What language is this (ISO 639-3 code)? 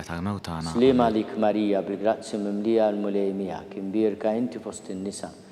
mlt